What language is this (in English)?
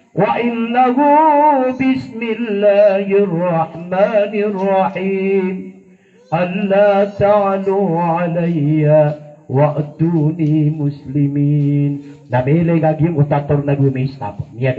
Maranao